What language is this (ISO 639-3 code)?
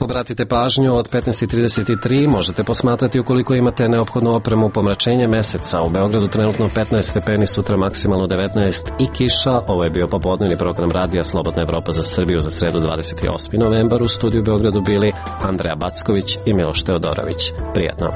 srp